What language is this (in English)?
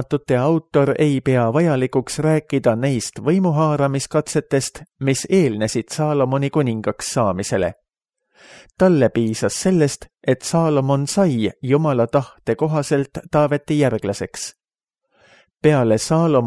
Estonian